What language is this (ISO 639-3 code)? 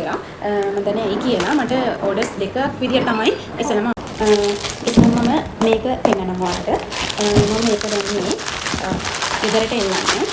sin